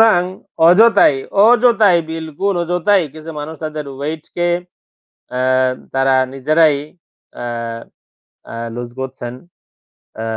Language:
Bangla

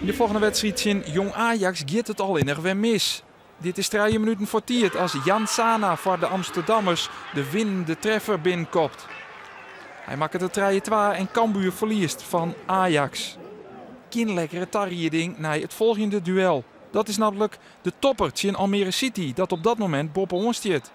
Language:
Western Frisian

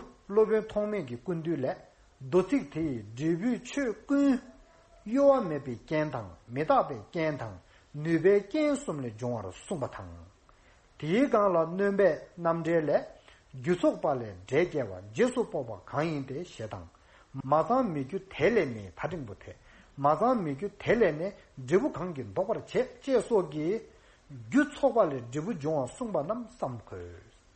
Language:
Tibetan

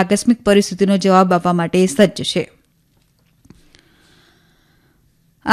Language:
Gujarati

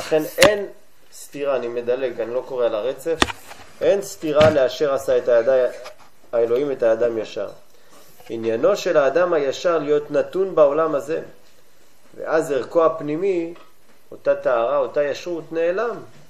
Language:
Hebrew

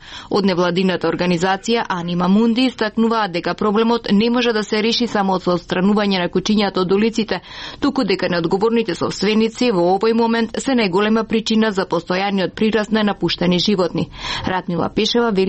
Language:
Macedonian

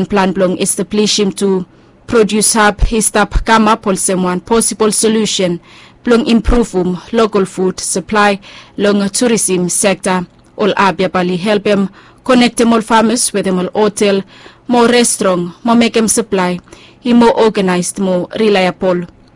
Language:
Bislama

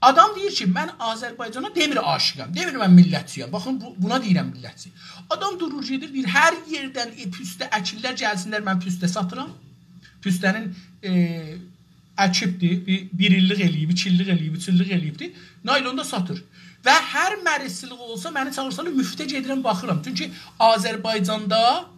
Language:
South Azerbaijani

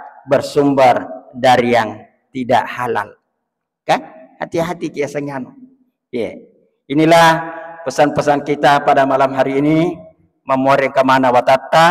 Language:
Buginese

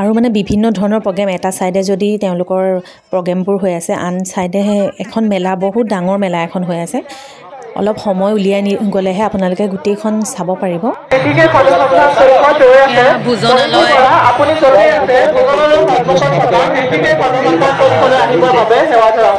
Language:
Assamese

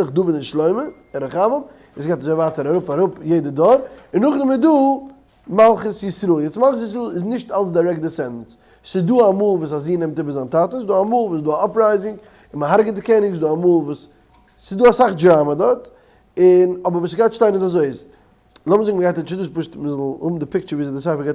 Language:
Yiddish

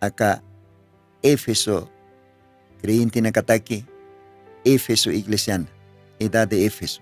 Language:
Aymara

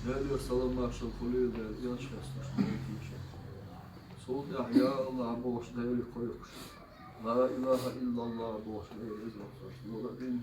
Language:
Chechen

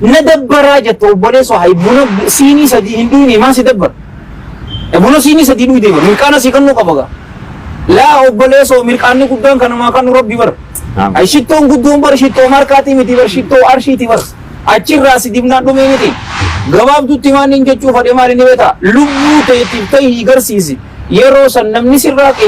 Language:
Oromo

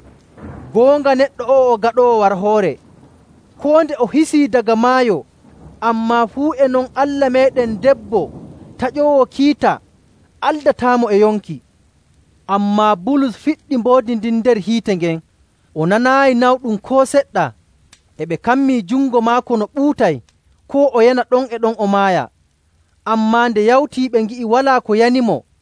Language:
Nigerian Fulfulde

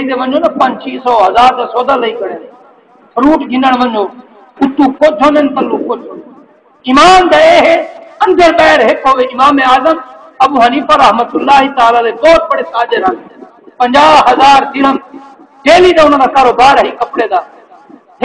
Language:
Saraiki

